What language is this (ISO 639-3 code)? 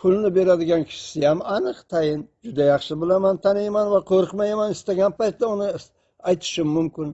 uzb